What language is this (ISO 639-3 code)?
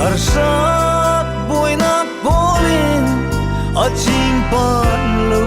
cfm